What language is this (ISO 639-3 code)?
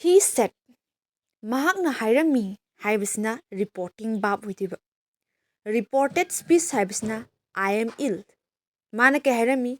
mni